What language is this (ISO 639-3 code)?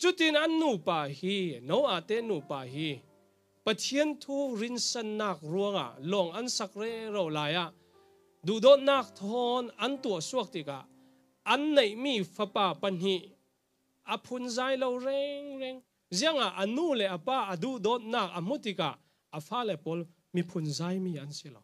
cfm